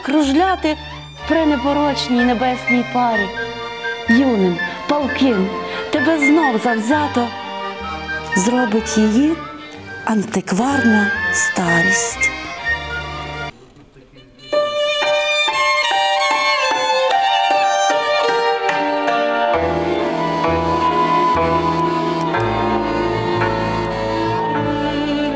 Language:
Ukrainian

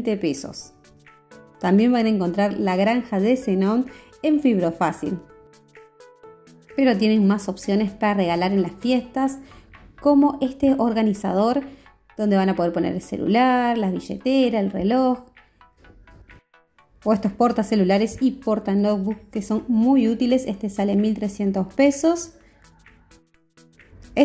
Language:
Spanish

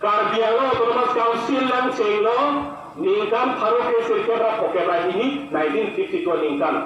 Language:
Karbi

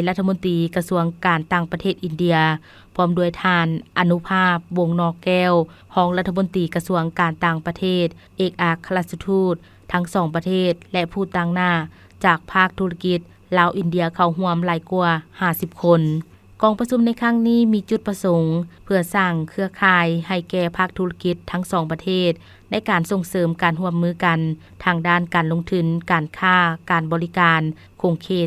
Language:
Lao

